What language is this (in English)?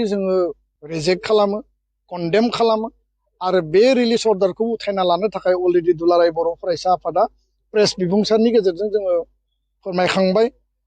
Bodo